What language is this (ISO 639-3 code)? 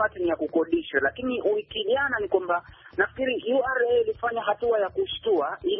swa